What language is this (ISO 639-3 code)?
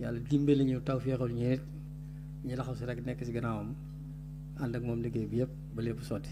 wol